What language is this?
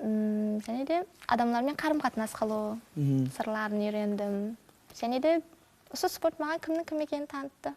Kara-Kalpak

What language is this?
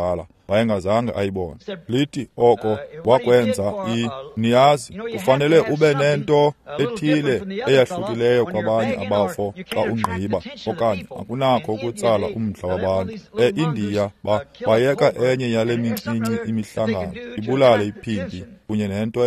Xhosa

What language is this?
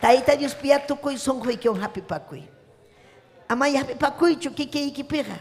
Ayacucho Quechua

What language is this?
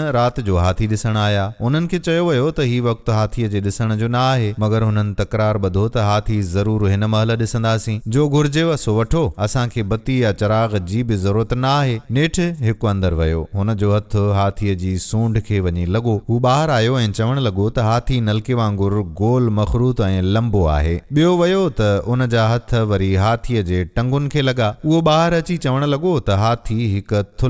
Sindhi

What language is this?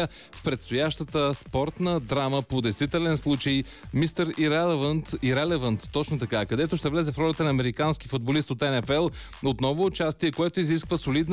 Bulgarian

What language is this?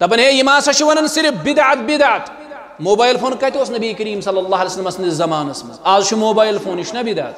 Kashmiri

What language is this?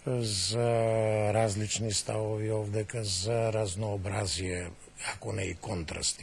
Macedonian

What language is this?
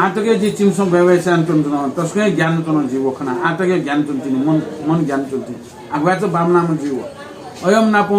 Newari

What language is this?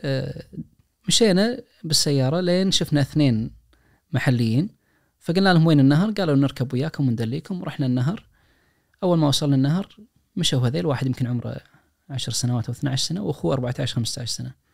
Najdi Arabic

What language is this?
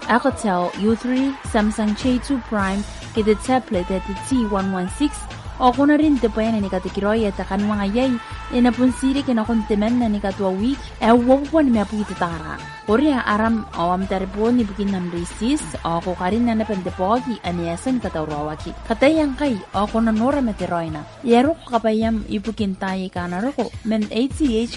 Gilbertese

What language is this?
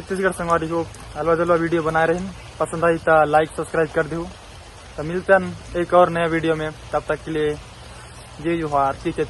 Chhattisgarhi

